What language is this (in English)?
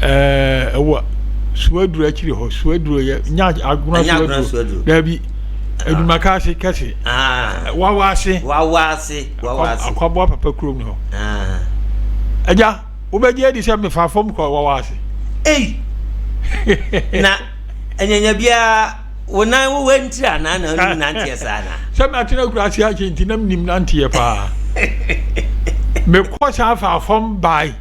Akan